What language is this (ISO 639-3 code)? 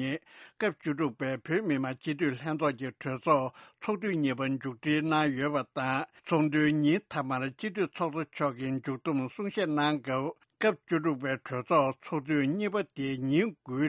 bod